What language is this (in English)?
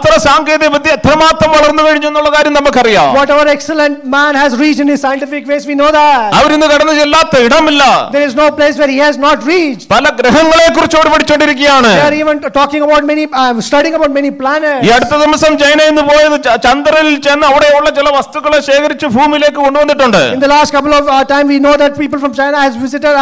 Malayalam